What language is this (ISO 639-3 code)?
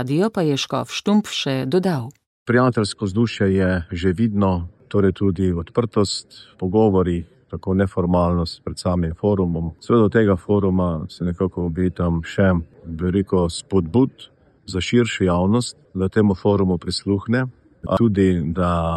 slv